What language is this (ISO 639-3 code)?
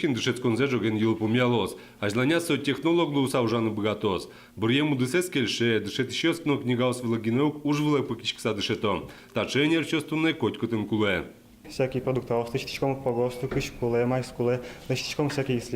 udm